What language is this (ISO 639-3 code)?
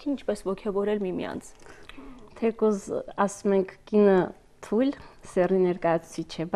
hye